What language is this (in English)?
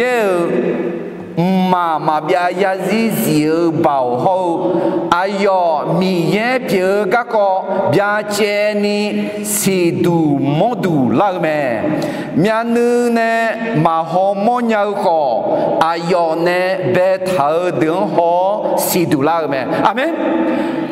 Akha